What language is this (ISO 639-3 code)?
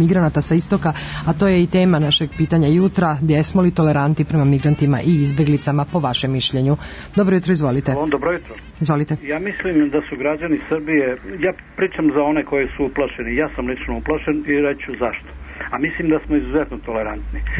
srp